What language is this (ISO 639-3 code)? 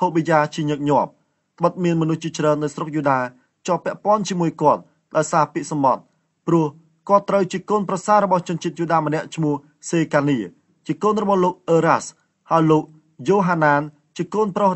khm